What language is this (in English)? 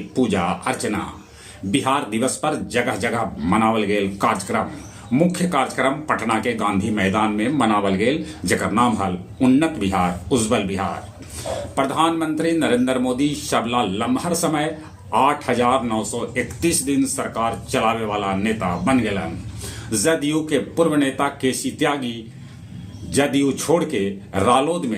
Magahi